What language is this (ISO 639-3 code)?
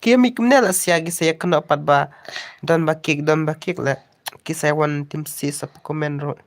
kha